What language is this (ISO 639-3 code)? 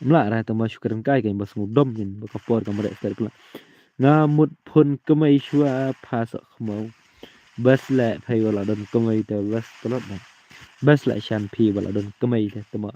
kha